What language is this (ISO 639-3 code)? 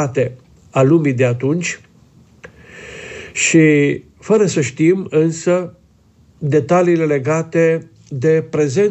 ron